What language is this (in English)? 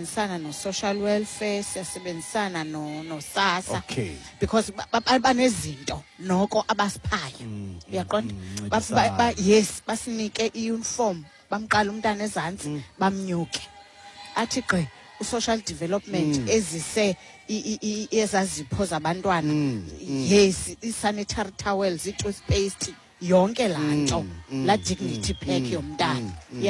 Xhosa